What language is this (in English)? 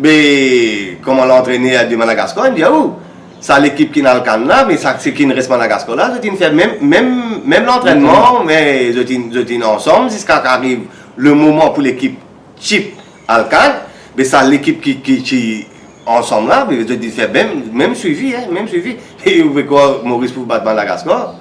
Morisyen